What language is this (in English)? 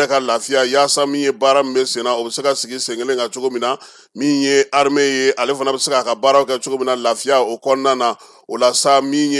Bambara